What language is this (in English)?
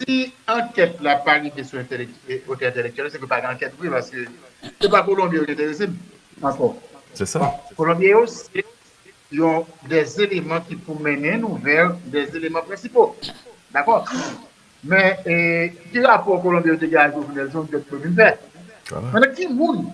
Haitian Creole